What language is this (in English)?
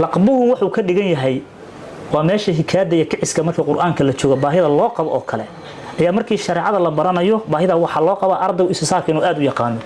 Somali